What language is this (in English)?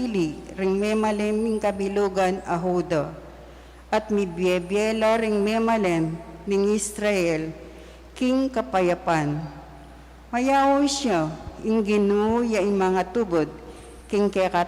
Pampanga